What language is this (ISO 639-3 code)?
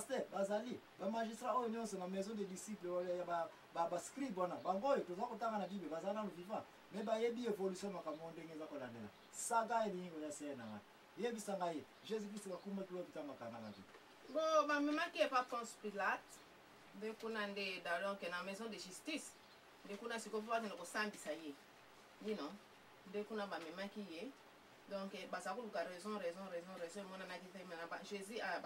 lin